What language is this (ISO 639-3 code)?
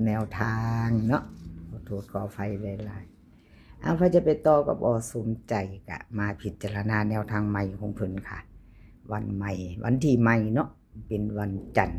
tts